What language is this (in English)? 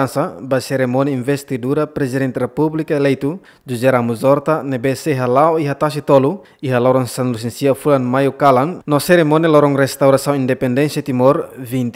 Tetum